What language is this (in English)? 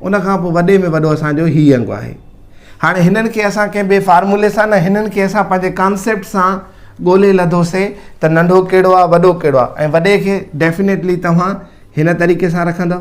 Sindhi